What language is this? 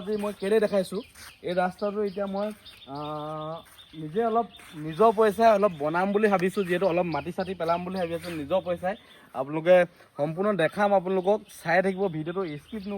Assamese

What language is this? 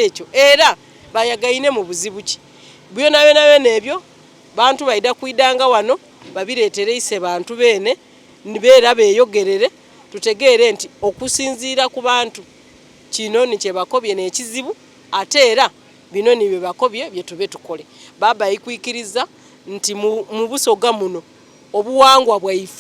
Soga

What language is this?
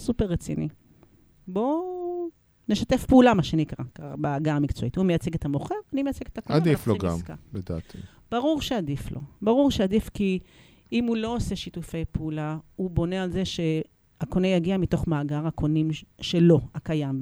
Hebrew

